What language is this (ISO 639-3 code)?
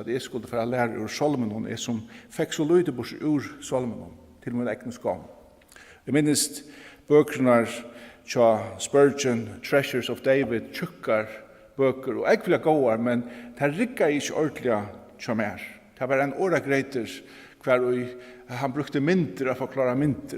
fao